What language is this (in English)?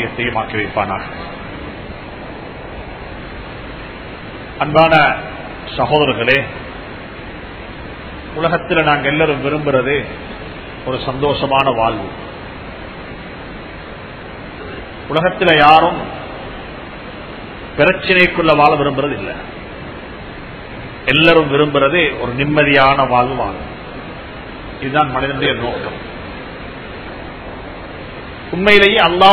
Tamil